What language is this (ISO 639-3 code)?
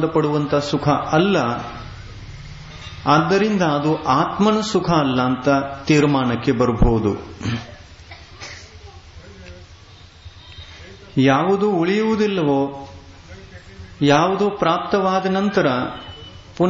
kan